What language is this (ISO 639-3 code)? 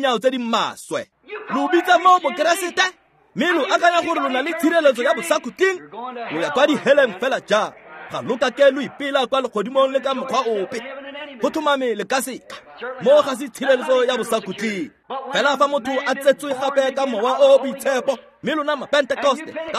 tsn